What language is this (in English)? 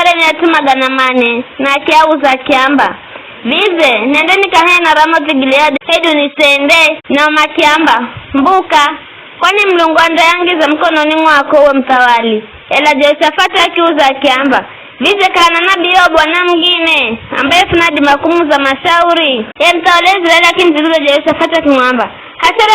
Giryama